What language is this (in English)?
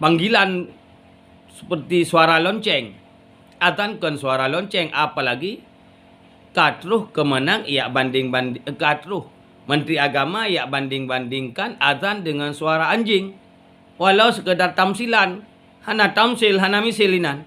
Achinese